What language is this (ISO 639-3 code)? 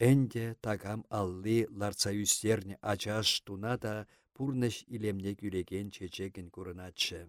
chv